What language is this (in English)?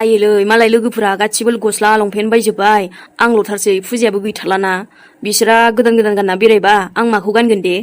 Bodo